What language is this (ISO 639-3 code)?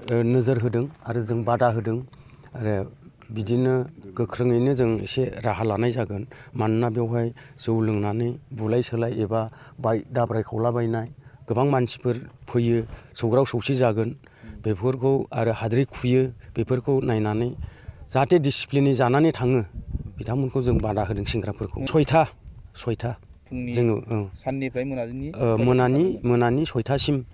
brx